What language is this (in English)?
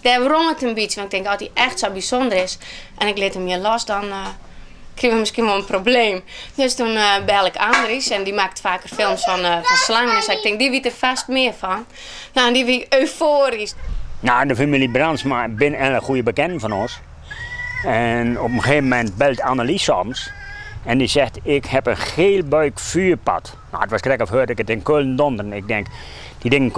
Western Frisian